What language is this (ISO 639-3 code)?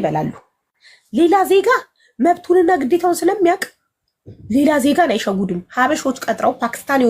amh